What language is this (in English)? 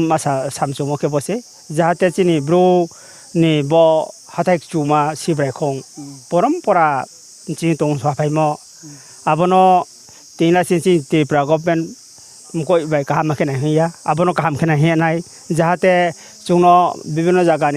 Riang (India)